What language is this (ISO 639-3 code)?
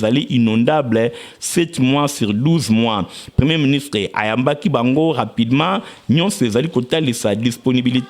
lin